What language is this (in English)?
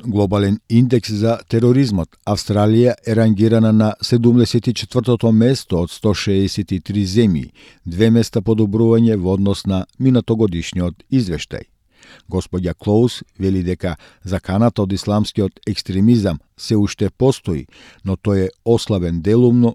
Macedonian